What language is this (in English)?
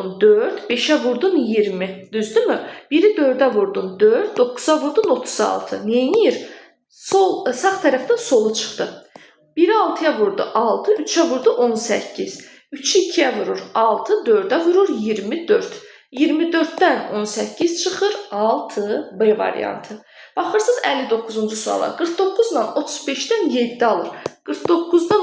Azerbaijani